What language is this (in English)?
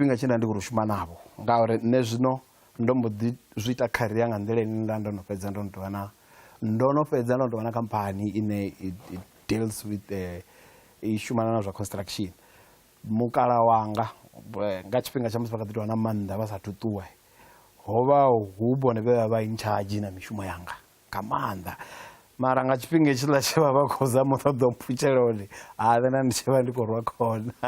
Venda